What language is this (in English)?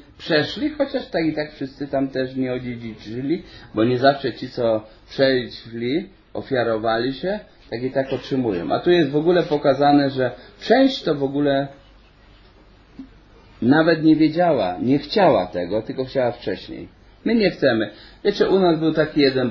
Polish